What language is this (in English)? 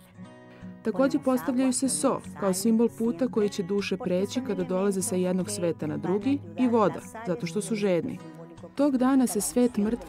Serbian